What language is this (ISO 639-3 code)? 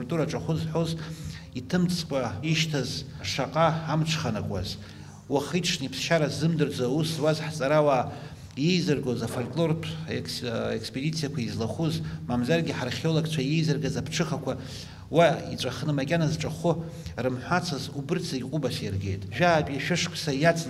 abk